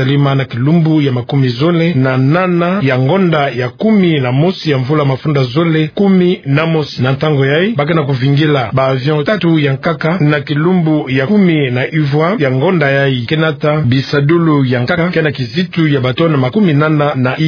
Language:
Kituba (Democratic Republic of Congo)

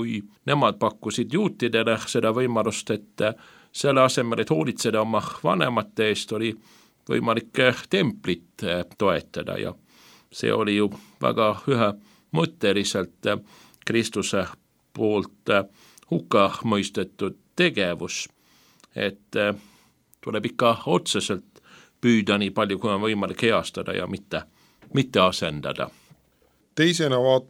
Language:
Estonian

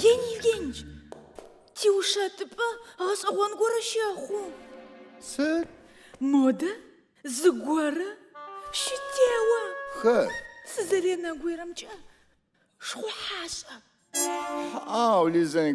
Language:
Adyghe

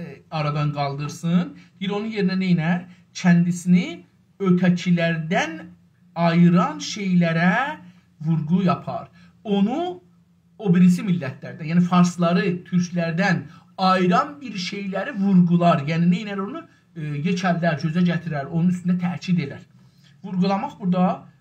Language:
South Azerbaijani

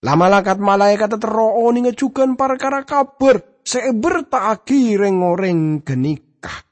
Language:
Madurese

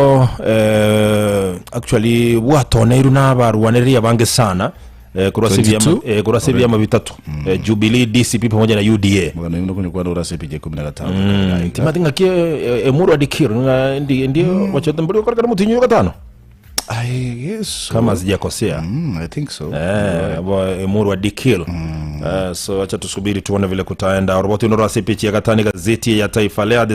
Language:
Gusii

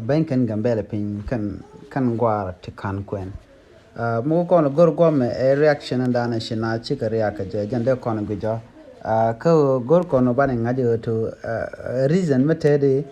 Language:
Nuer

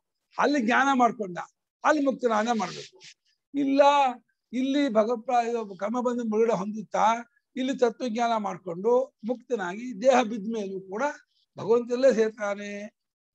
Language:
Kannada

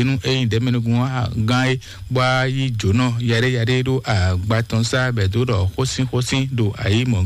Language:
Fon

